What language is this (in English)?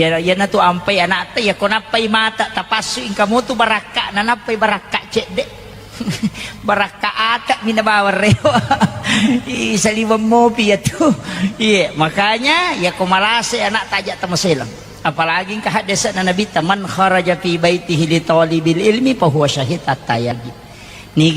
Buginese